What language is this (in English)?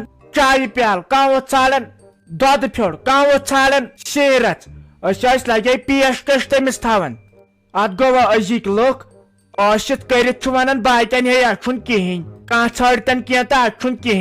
Kashmiri